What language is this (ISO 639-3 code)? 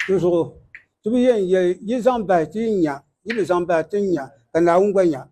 dag